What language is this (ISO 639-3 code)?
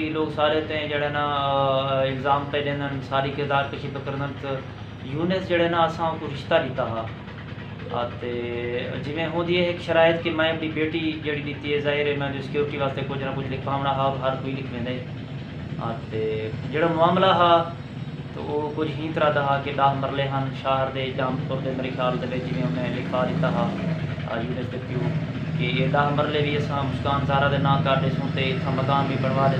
skr